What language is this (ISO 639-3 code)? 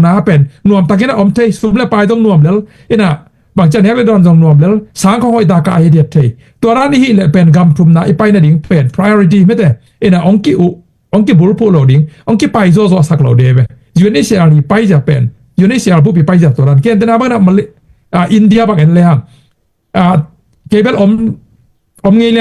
ctd